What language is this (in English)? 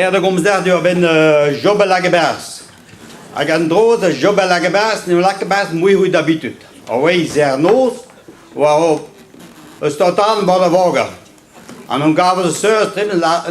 Breton